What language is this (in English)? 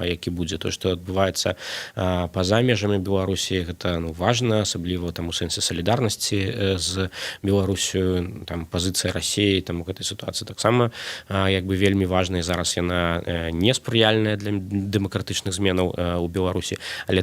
Belarusian